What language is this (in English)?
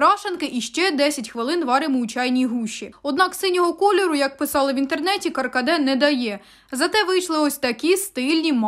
Ukrainian